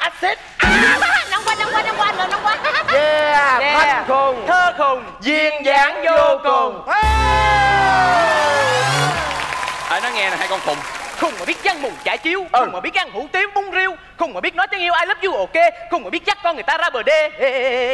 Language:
Vietnamese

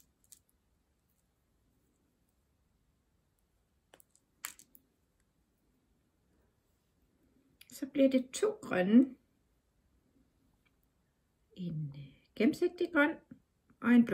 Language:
Danish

